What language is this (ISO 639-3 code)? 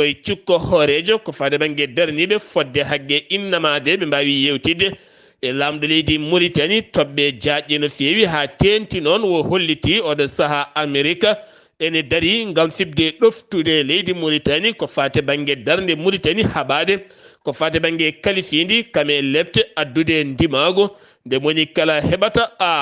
ful